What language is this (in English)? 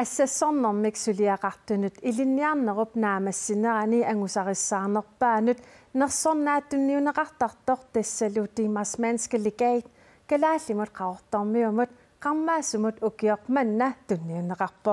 Kalaallisut